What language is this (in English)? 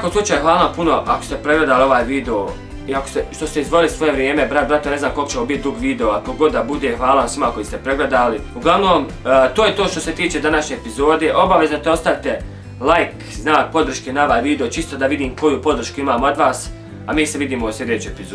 Bosnian